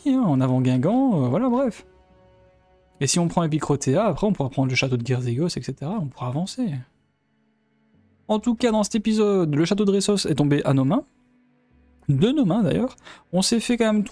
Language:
French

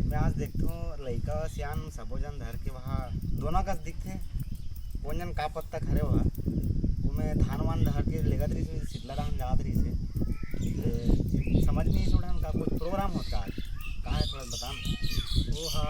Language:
Chhattisgarhi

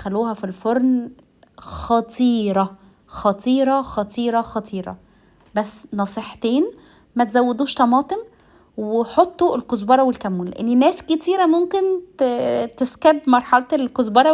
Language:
Egyptian Arabic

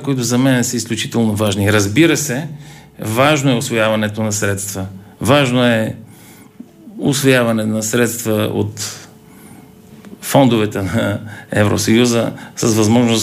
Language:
Bulgarian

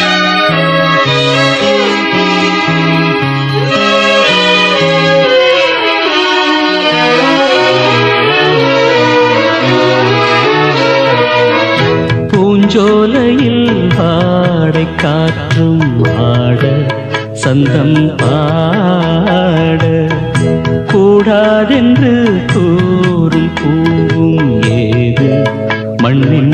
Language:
Tamil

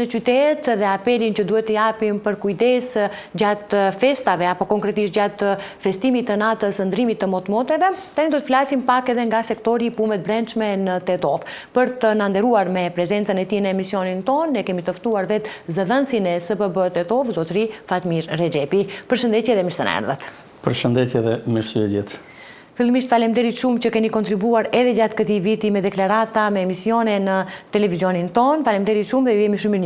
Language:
Albanian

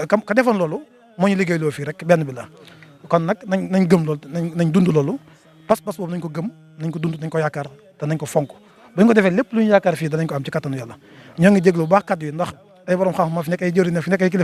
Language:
Wolof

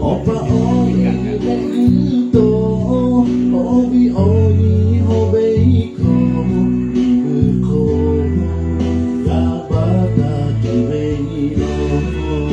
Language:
Lahu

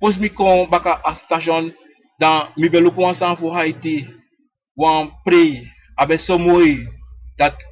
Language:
Sranan Tongo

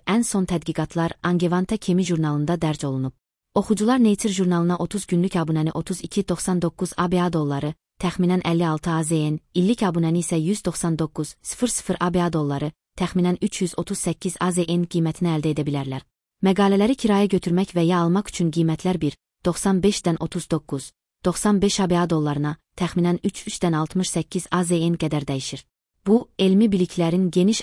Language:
Azerbaijani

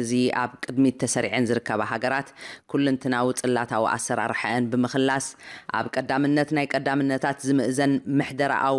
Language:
Tigrinya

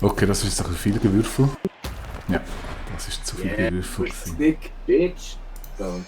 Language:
Swiss German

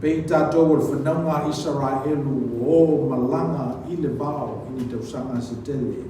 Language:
Samoan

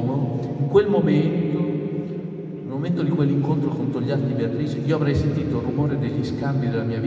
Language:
Italian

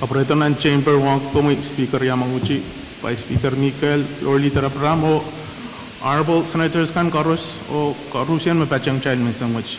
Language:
Pohnpeian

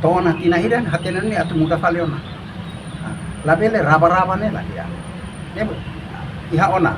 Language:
Tetum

